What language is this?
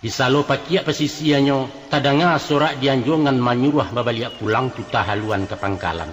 Minangkabau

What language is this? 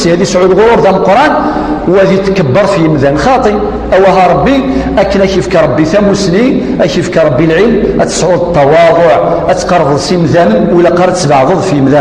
Kabyle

